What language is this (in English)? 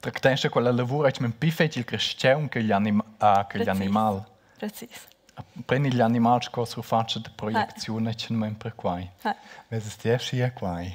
Romansh